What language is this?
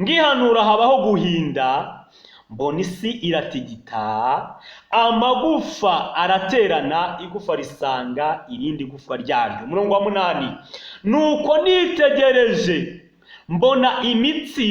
Kinyarwanda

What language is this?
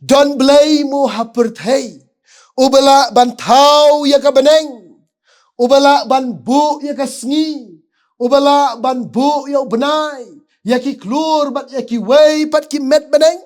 Khasi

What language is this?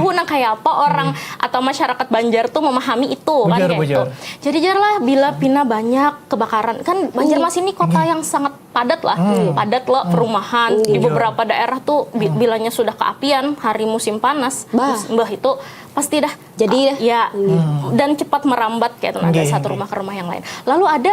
Banjar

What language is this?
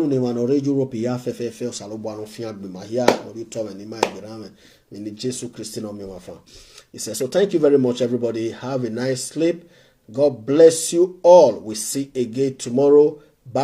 Nigerian Pidgin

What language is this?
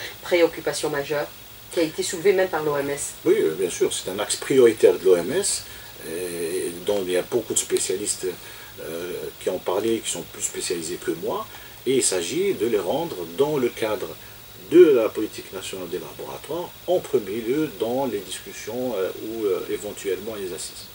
French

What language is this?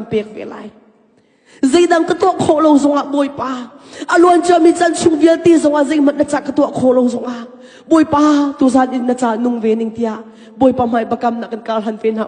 Hakha Chin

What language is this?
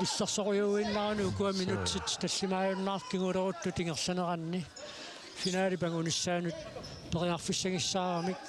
Kalaallisut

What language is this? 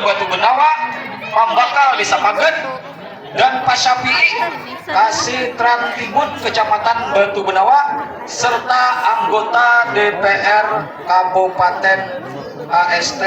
Banjar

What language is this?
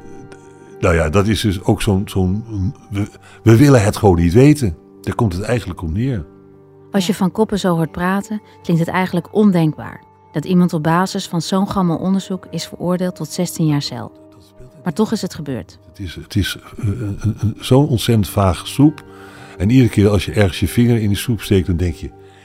Dutch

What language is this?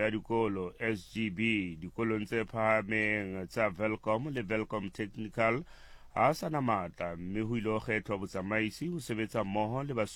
Southern Sotho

